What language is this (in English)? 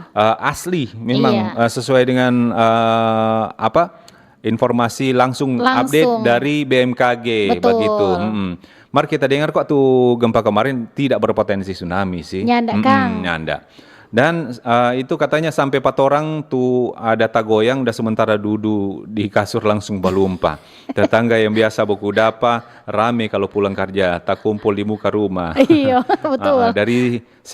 Manado Malay